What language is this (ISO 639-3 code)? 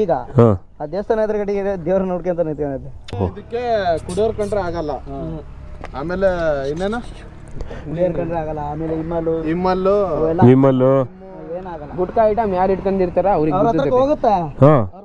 kan